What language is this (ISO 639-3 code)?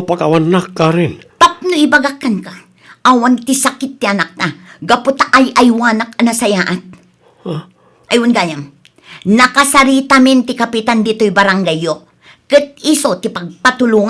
ilo